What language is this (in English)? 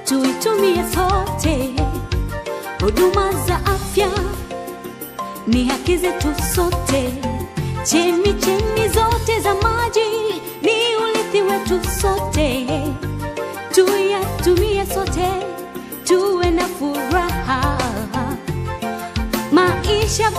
Swahili